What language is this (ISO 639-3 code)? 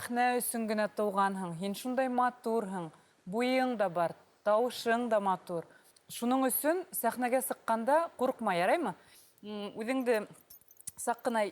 bak